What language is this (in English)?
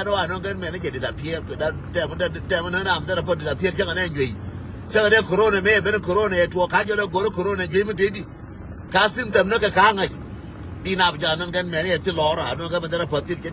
Nuer